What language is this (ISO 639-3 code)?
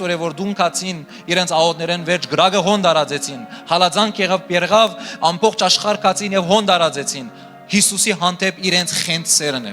hyw